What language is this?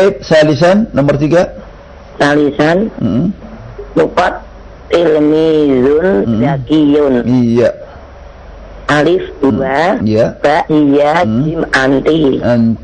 Indonesian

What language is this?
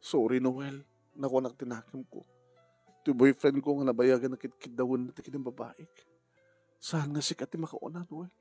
Iloko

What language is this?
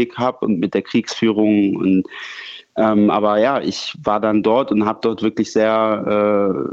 German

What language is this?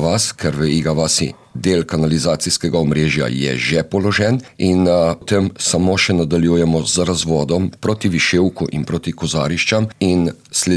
Slovenian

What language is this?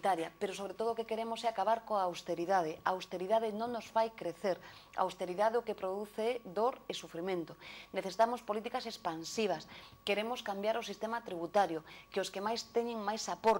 Galician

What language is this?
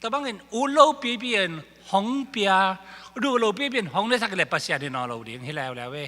Tedim Chin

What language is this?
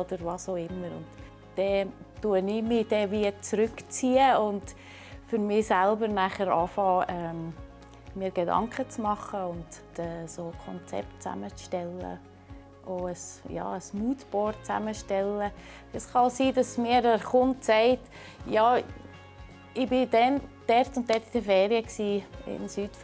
Swiss German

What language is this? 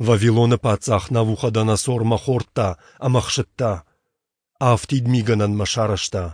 Ossetic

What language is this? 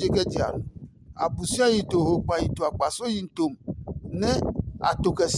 Adangme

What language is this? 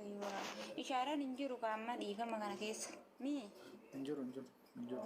Oromo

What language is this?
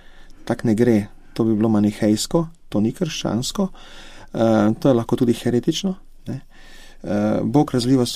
Slovenian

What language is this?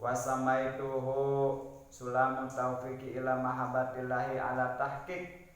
Sundanese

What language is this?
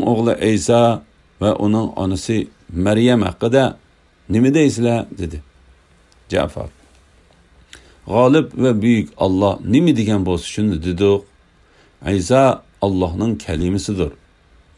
Uyghur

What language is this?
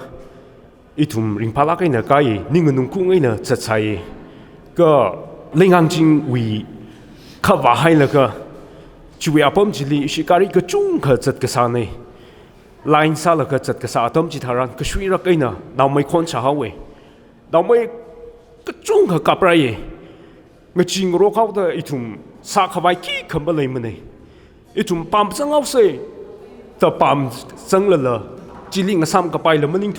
Tangkhul Naga (India)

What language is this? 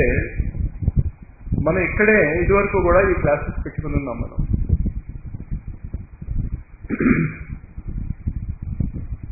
Telugu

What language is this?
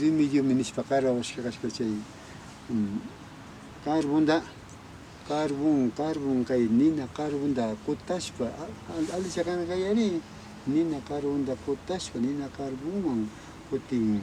Imbabura Highland Quichua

